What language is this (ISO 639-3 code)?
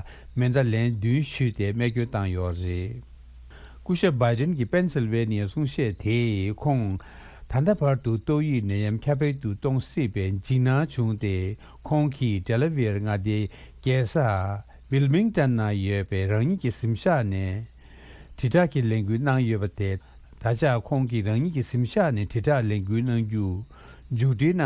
bod